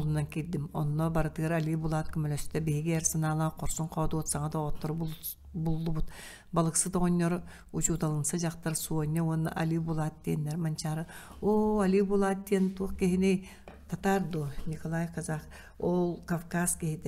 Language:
Yakut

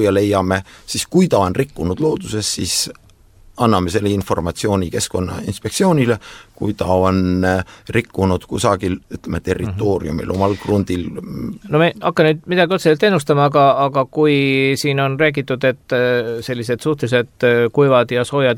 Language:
Estonian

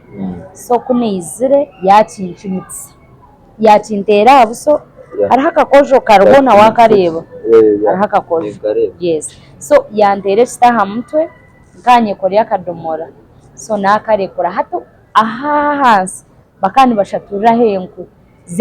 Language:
Nyankole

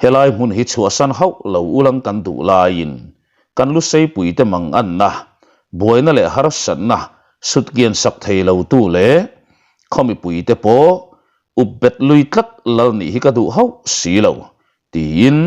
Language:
Mizo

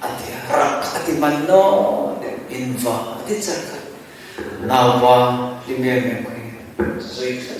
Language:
Hmar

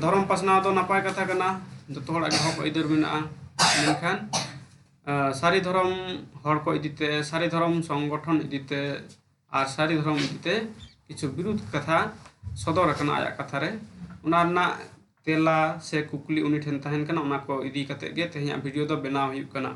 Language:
Santali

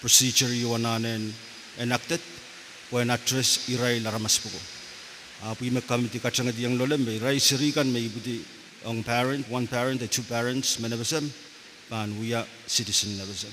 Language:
Pohnpeian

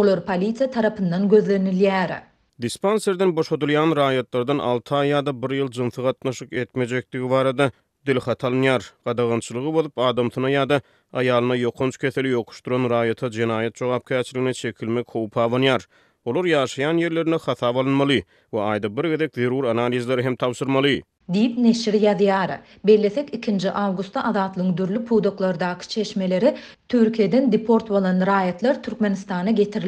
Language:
Turkmen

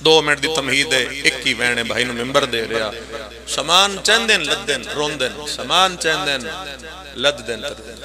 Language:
Pahari-Potwari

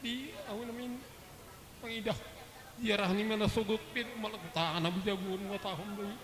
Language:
Batak Simalungun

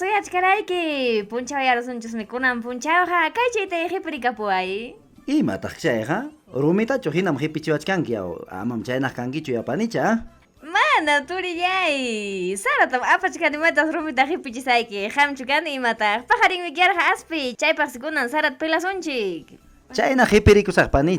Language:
Ayacucho Quechua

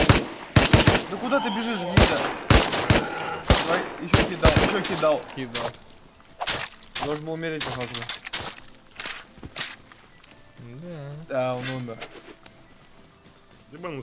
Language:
Russian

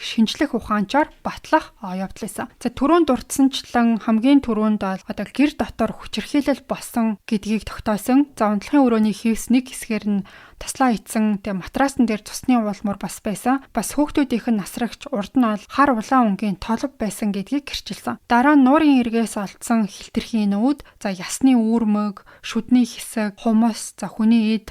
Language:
Mongolian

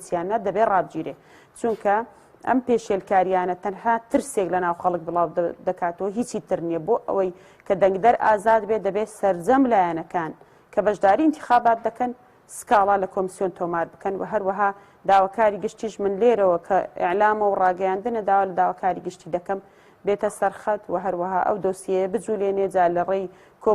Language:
Central Kurdish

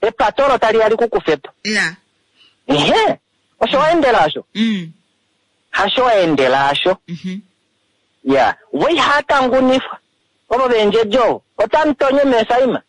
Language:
Kuanyama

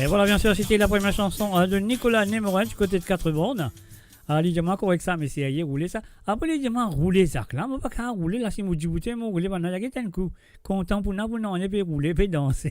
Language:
Morisyen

